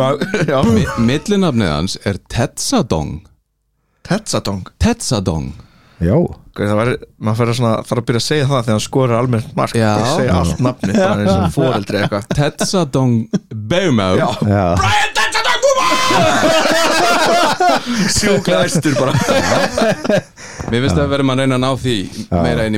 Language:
Icelandic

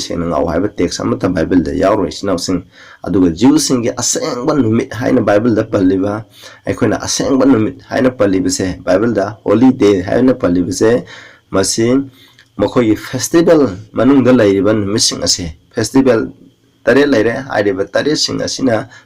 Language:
Manipuri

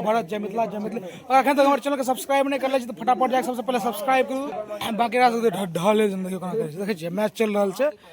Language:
Maithili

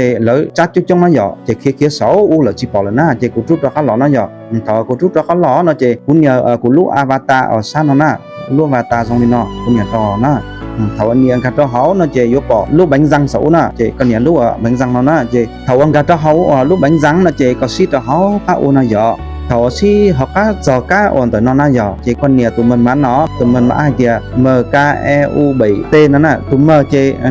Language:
Hmong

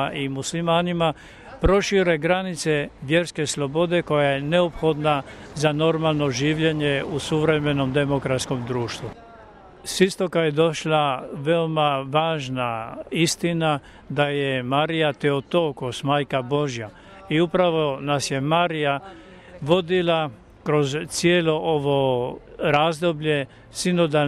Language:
Croatian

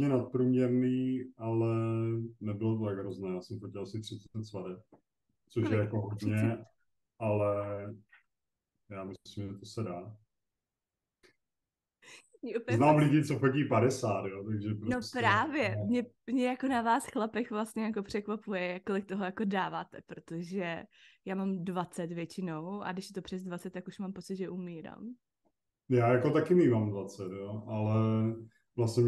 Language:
Czech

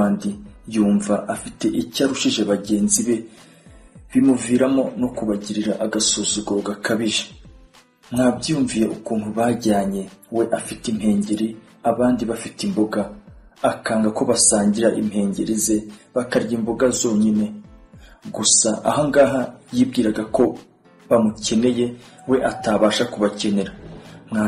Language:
Kinyarwanda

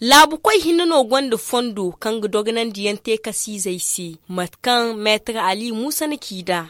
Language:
Zarma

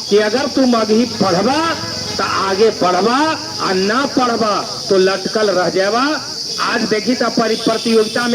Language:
Magahi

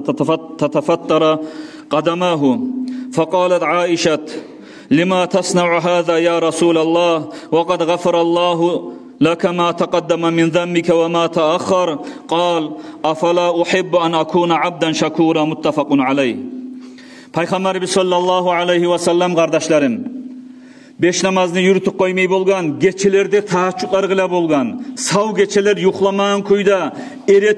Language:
Kumyk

